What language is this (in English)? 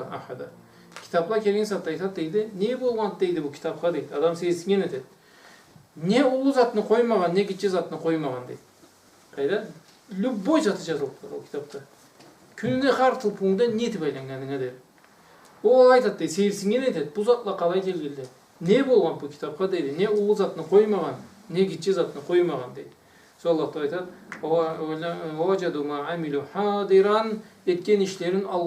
Karachay-Balkar